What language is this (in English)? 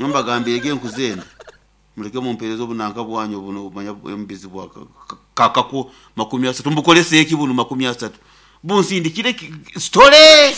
Nyoro